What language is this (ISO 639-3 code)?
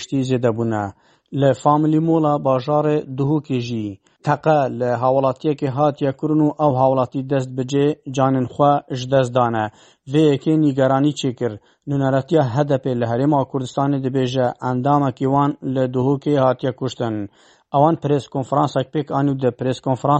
kur